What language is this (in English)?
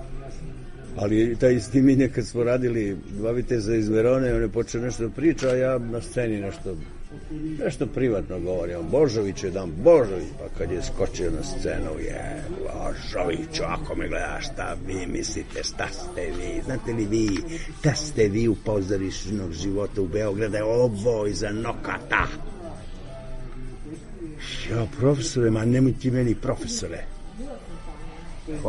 Serbian